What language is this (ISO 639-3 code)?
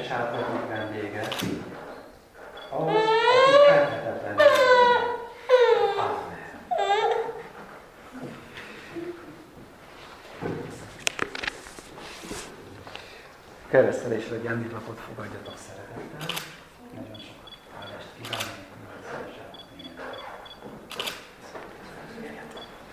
hun